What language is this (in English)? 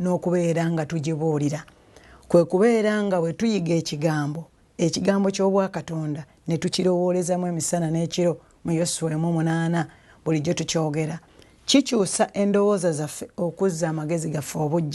Ganda